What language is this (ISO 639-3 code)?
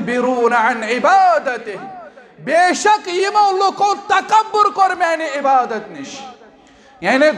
kas